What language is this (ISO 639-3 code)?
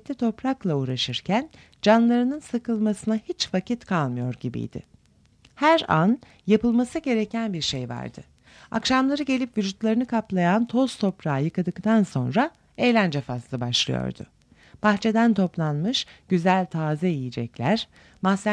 tur